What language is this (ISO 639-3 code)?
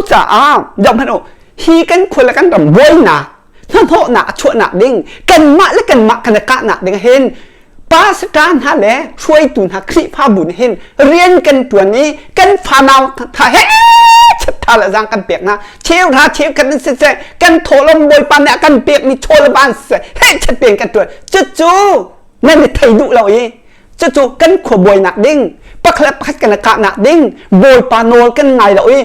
cnh